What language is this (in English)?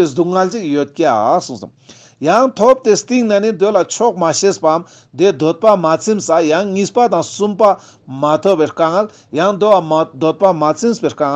Ladakhi